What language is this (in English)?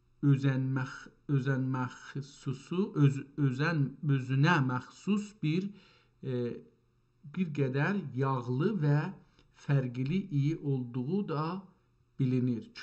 South Azerbaijani